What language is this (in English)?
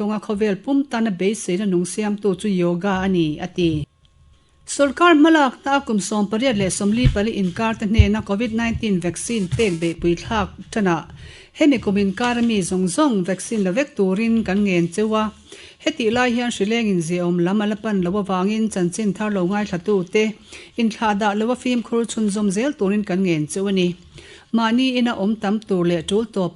Mizo